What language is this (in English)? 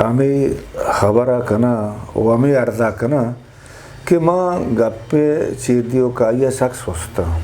Eastern Balochi